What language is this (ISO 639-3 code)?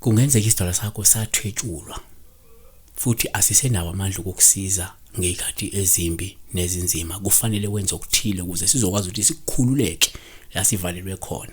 zul